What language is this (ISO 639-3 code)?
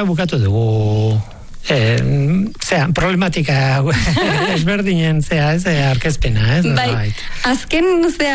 eus